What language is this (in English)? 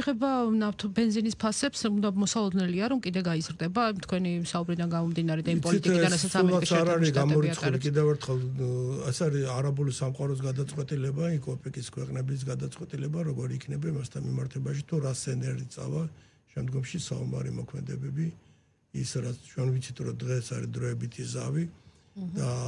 Georgian